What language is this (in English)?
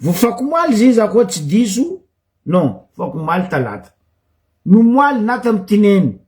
Malagasy